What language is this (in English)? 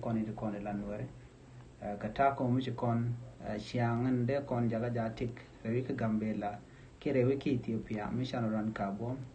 Nuer